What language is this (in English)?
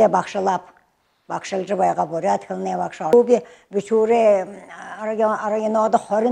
Buriat